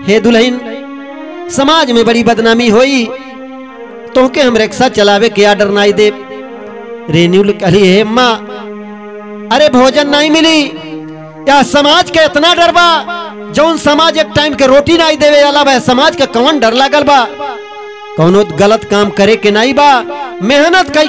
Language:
Bhojpuri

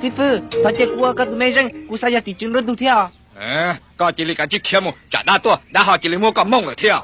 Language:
Hmong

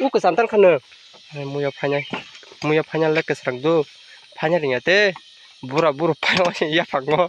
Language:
Kok Borok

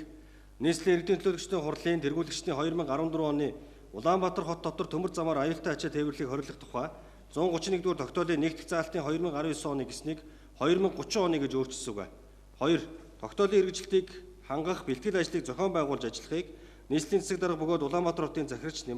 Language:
Mongolian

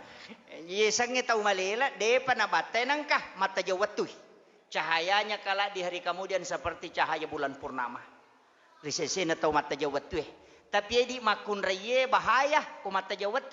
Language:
Buginese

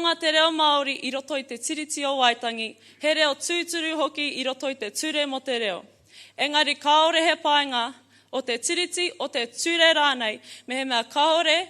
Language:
Māori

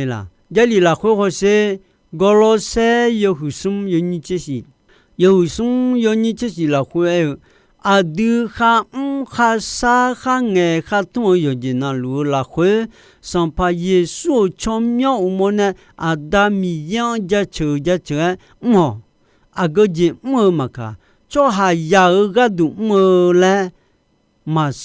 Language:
Akha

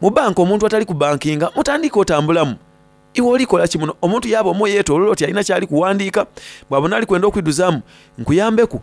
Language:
Soga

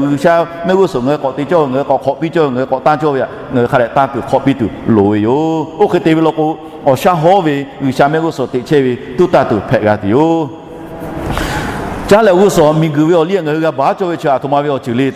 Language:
Lahu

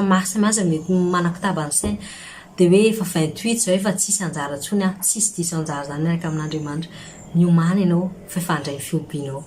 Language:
Malagasy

